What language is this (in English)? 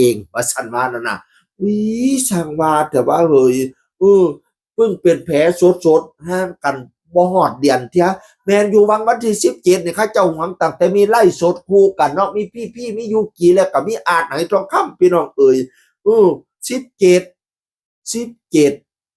Northeastern Thai